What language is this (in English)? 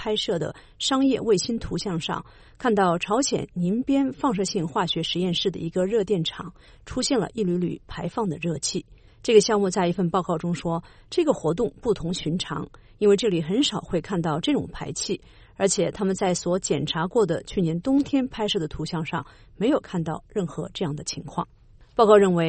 Chinese